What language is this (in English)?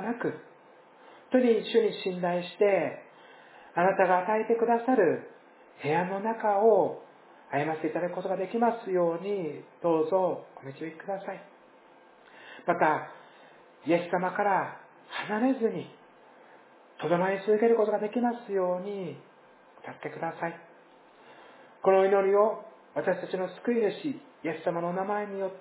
Japanese